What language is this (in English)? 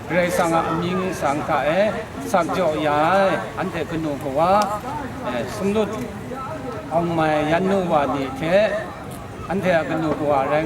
Kachin